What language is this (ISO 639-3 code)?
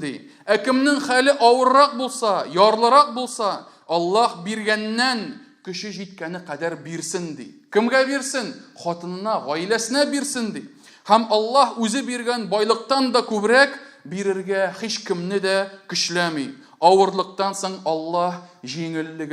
tat